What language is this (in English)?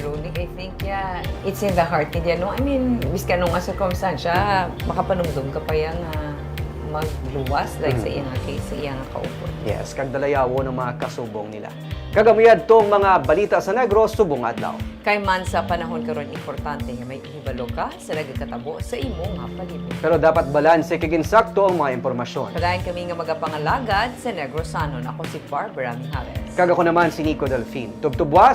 Hiligaynon